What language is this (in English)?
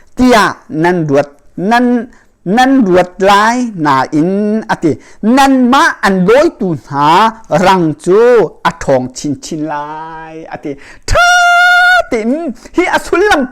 Hakha Chin